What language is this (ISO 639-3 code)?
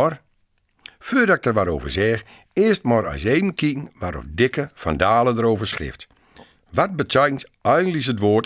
gos